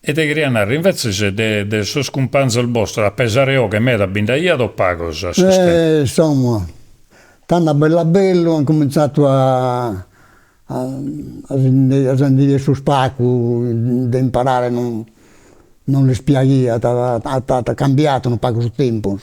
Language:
Sardinian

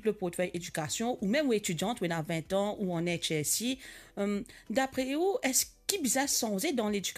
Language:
Morisyen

